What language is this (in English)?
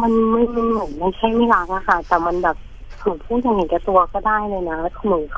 Thai